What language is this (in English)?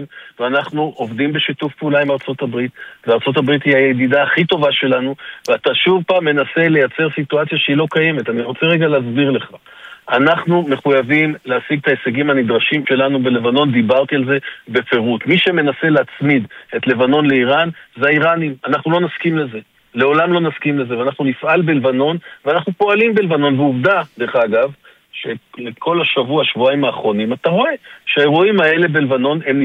Hebrew